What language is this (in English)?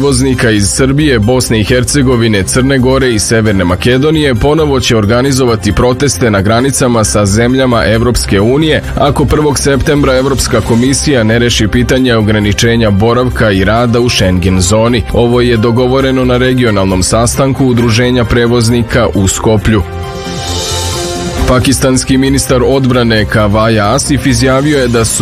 Serbian